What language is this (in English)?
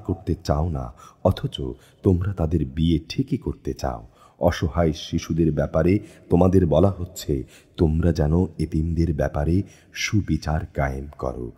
Bangla